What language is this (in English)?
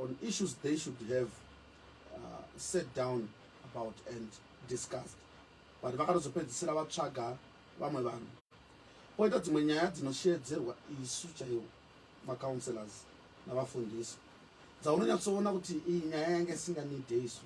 Shona